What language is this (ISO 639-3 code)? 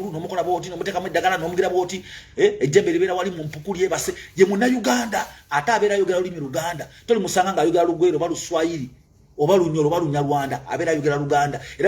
lug